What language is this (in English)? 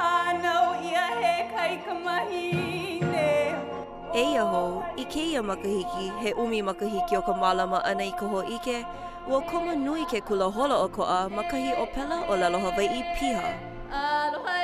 Hawaiian